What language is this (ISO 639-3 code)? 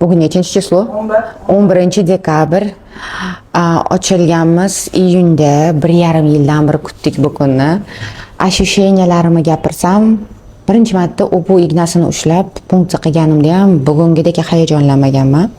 uzb